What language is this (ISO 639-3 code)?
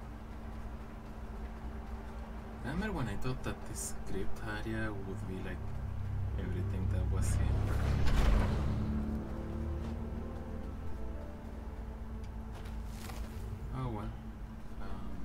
eng